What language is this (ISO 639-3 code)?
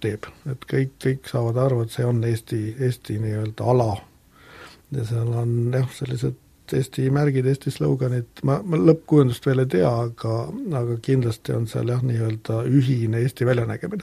est